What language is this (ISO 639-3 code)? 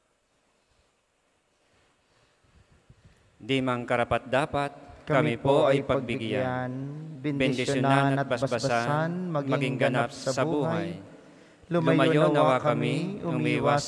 fil